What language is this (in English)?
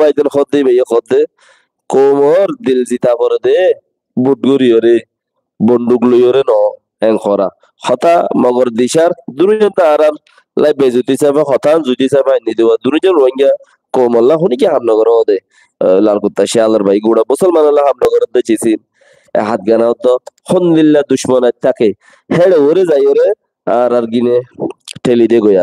Rohingya